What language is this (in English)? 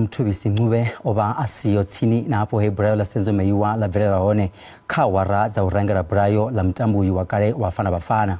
Venda